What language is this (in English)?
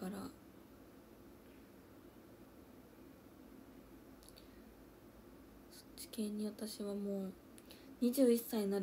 Japanese